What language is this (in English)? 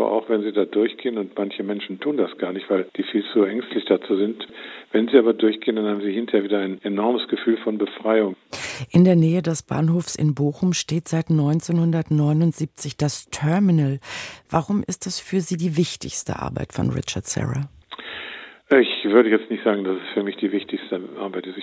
German